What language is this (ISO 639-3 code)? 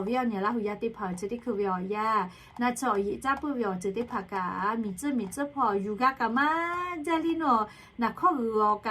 lhu